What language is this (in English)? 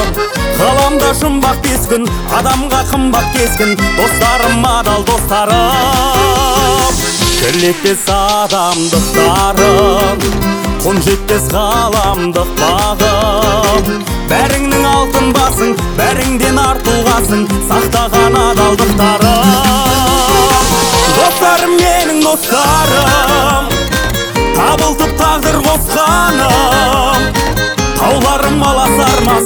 Kazakh